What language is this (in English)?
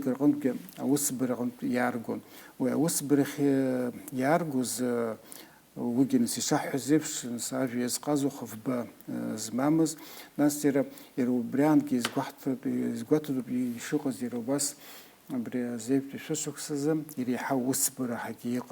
Abkhazian